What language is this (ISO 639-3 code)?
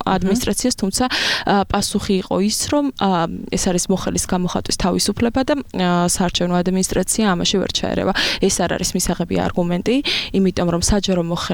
kat